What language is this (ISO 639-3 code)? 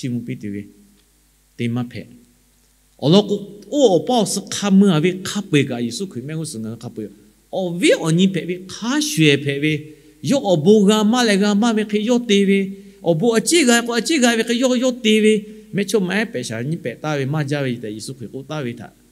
lhu